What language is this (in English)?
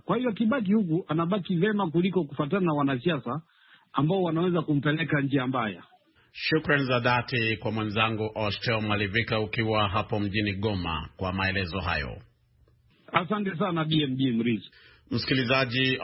Swahili